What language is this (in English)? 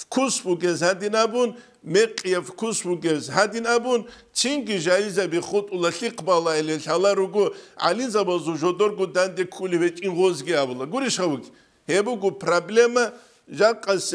Avaric